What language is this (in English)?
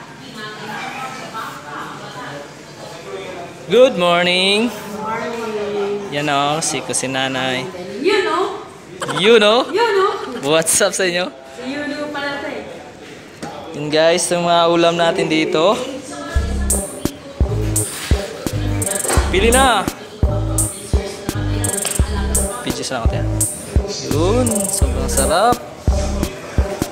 Filipino